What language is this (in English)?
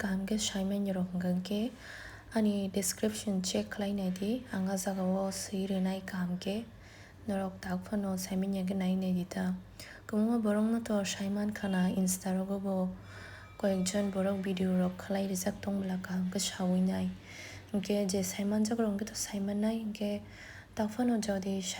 Kok Borok